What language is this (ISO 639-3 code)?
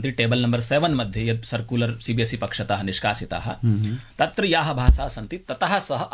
san